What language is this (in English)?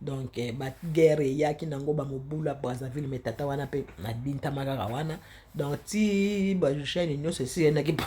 Lingala